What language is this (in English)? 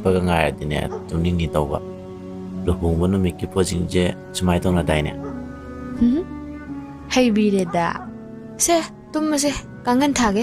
Manipuri